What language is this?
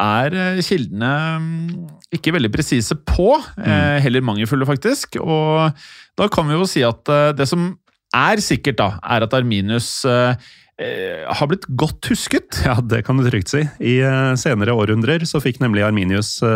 Norwegian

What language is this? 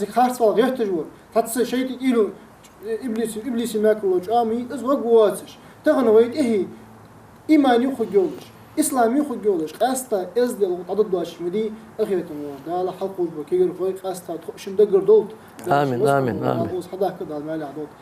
Ingush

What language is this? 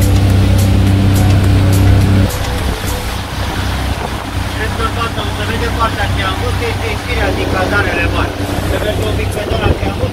Romanian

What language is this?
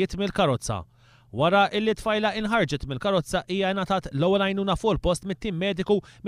Maltese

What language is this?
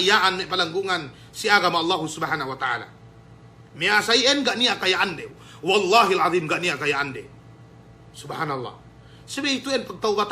Yakan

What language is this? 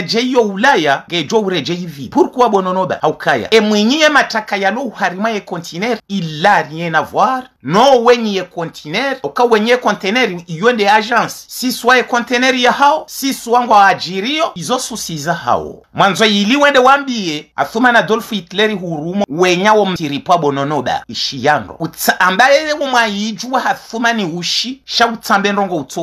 Ngazidja Comorian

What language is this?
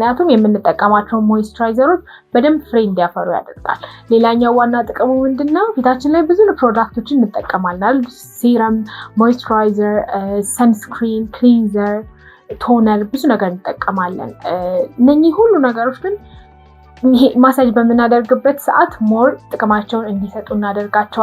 Amharic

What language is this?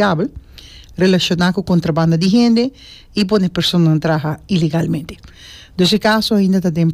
Papiamento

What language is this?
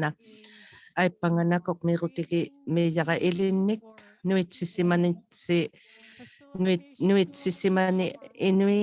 Inuktitut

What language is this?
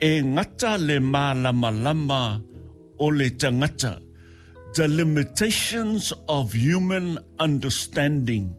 Samoan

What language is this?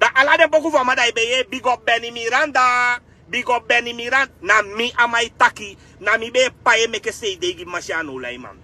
Sranan Tongo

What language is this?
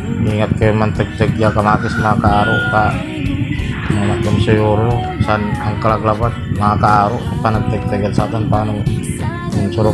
Pangasinan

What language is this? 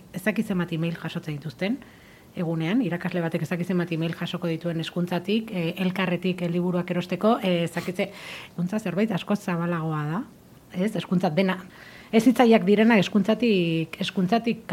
Basque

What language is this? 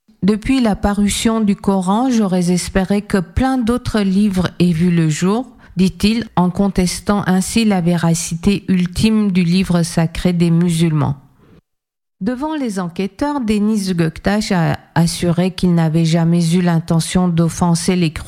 French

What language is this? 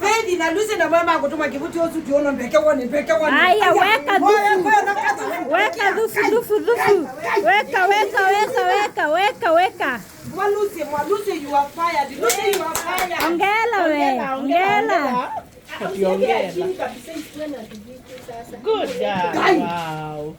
Kamba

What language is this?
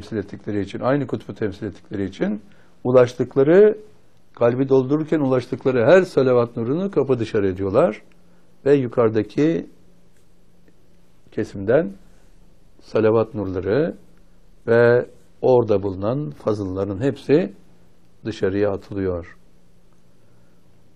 Turkish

